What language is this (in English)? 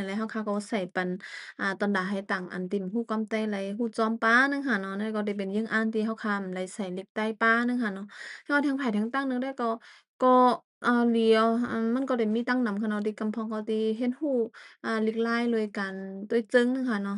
Shan